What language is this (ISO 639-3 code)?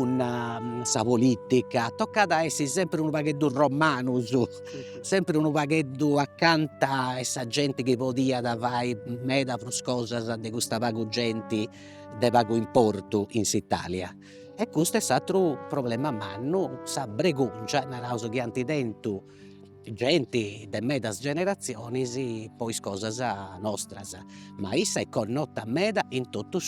srd